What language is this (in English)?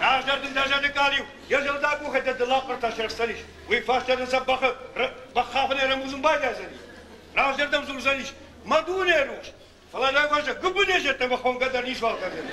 Ossetic